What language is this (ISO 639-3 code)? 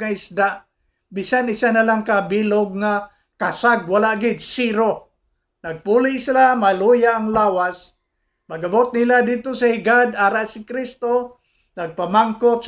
hil